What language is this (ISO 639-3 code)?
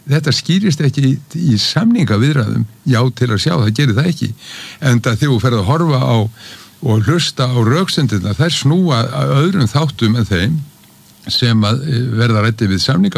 isl